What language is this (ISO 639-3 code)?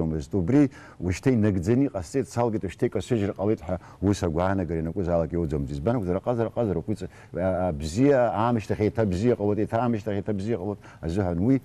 abk